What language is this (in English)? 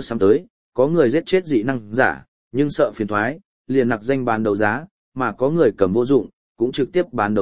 Vietnamese